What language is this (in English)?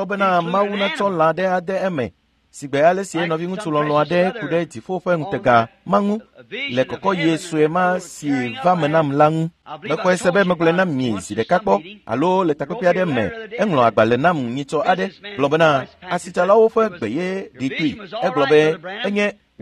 Ewe